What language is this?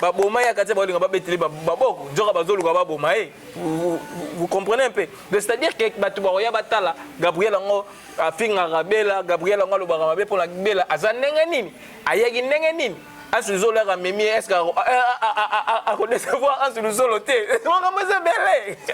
Lingala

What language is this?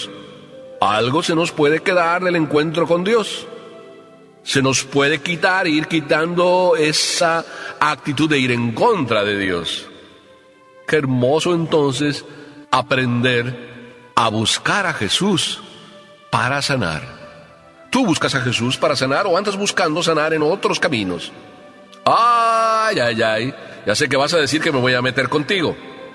Spanish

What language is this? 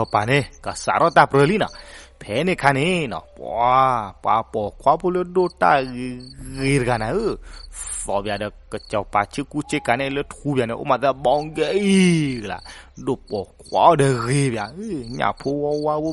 S'gaw Karen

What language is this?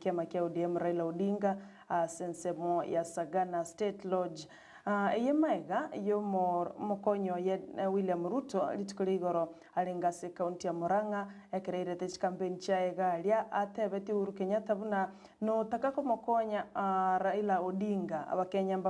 Gusii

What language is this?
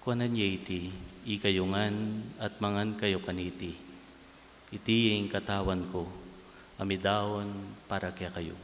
Pampanga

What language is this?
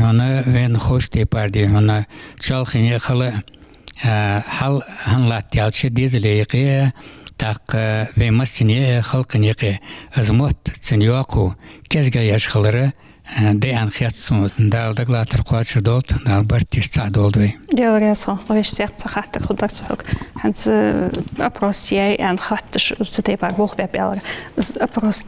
Ingush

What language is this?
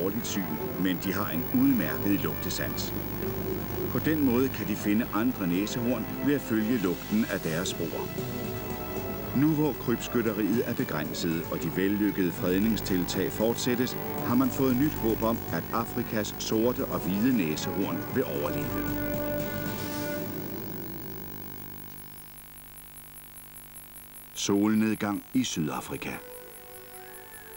Danish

